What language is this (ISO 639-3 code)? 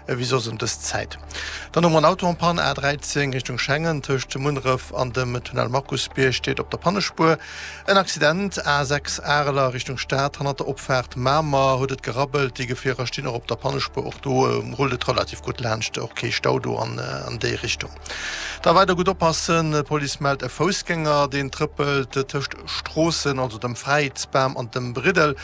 ltz